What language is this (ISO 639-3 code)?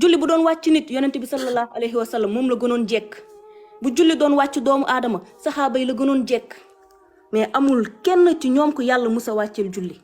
wol